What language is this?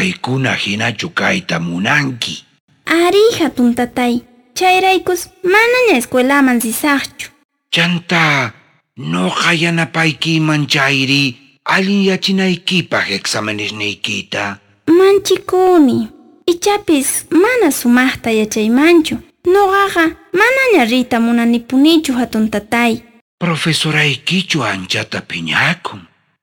South Bolivian Quechua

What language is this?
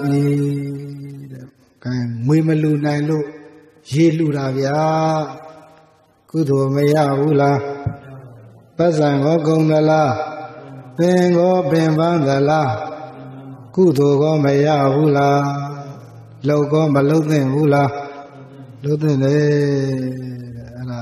Burmese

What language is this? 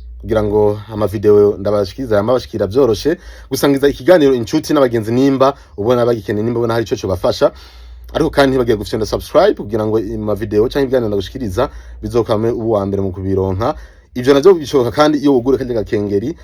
Rundi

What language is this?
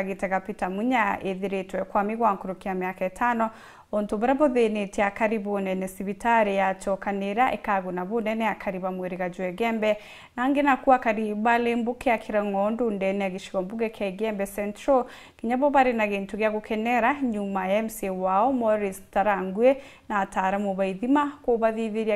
Meru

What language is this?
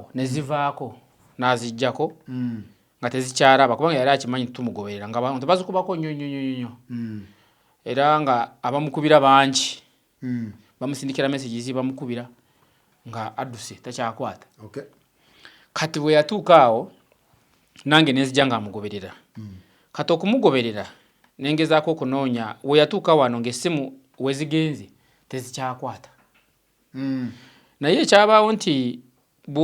Ganda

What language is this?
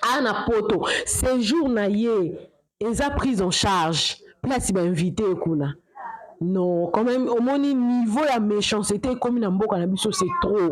Lingala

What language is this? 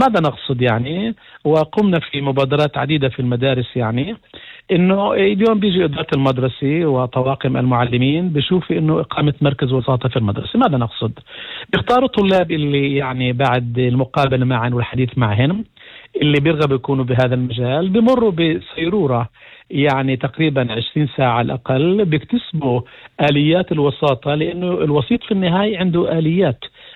North Levantine Arabic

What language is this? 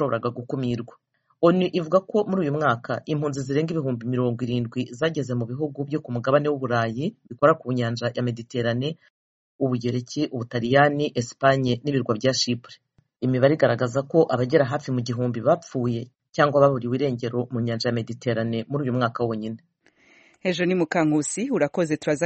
Kinyarwanda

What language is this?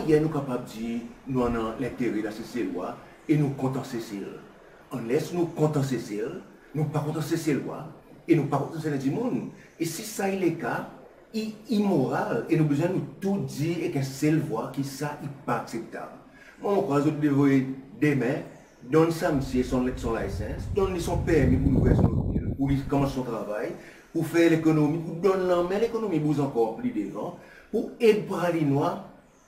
Seselwa Creole French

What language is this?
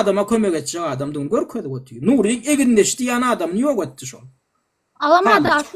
Turkmen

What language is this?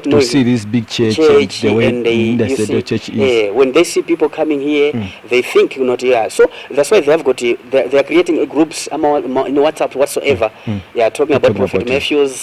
Nyanja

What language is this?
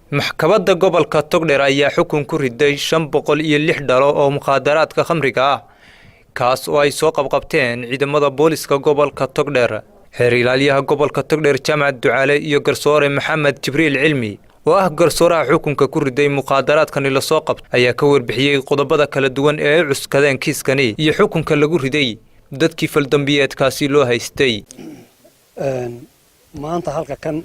Somali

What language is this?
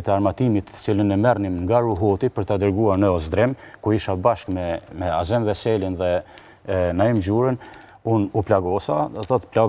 Albanian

